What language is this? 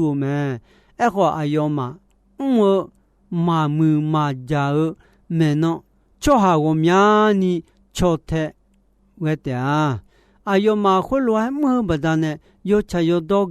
Akha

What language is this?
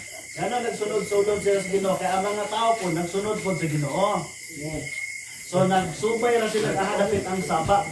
Cebuano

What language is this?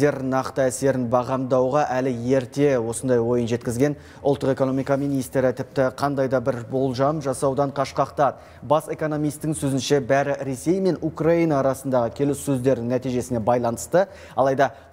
Kazakh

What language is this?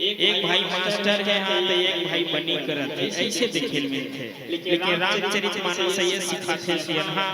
Chhattisgarhi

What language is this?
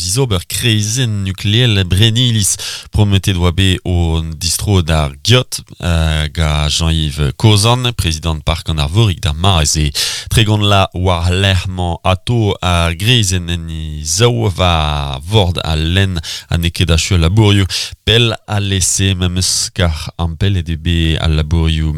Breton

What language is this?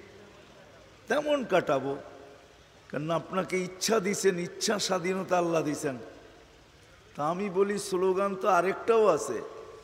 Bangla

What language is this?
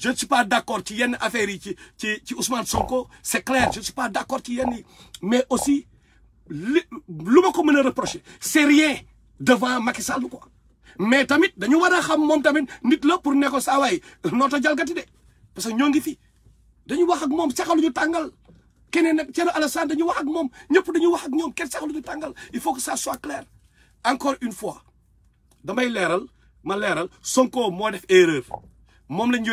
Wolof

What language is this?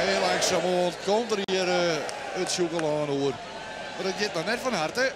Western Frisian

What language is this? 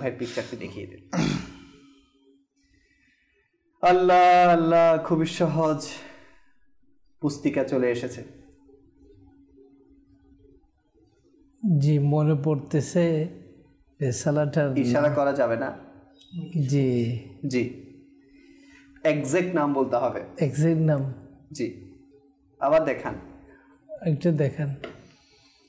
Bangla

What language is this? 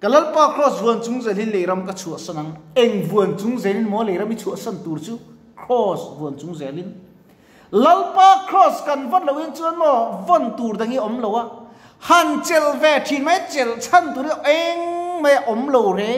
Mizo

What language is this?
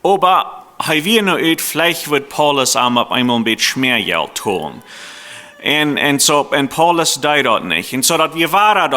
Plautdietsch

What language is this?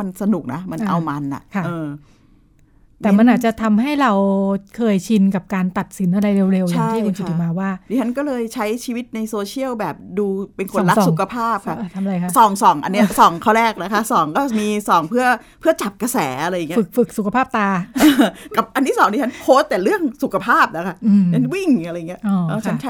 Thai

